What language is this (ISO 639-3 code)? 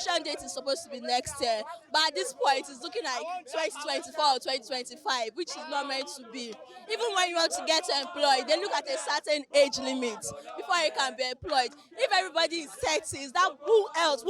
pcm